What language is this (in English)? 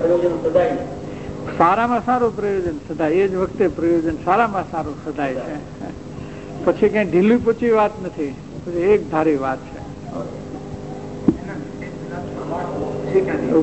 Gujarati